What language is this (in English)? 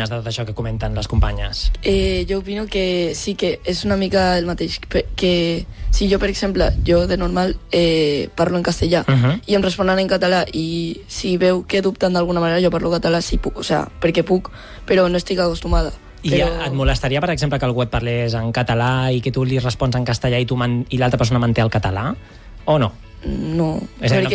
Catalan